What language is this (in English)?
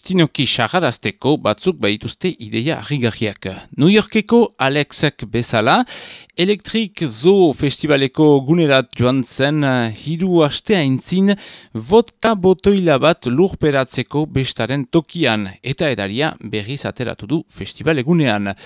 Basque